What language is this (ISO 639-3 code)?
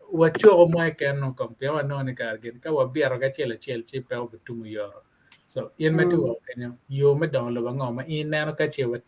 ach